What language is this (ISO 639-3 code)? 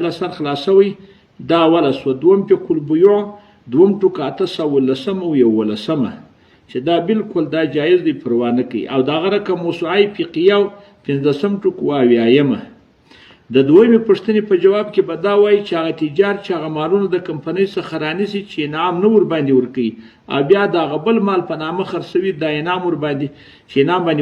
pus